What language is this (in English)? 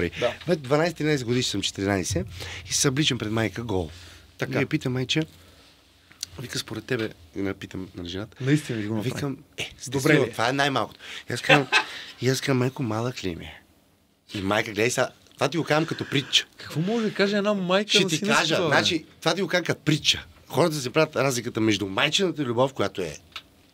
Bulgarian